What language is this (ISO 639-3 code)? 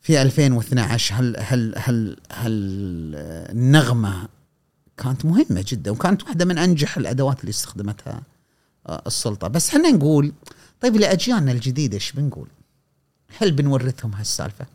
afb